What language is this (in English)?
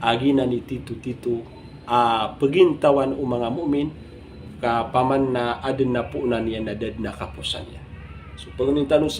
Maranao